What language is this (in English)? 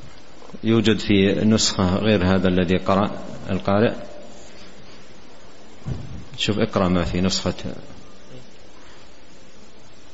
Arabic